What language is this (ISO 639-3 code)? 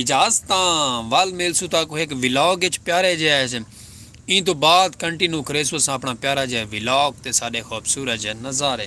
skr